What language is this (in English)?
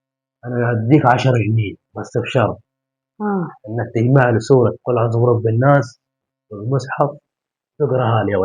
Egyptian Arabic